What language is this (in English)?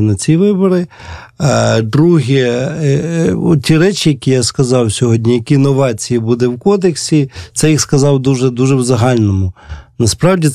Ukrainian